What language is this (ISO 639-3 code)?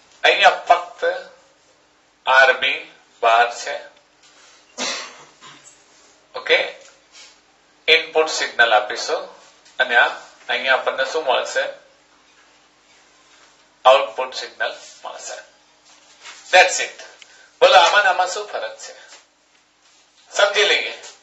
guj